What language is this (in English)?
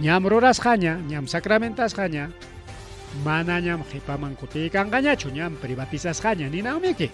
Ayacucho Quechua